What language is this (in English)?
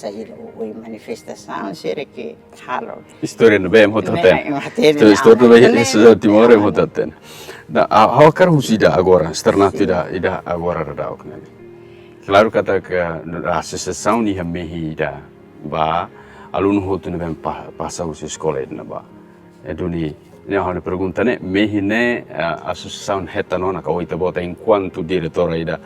Tetum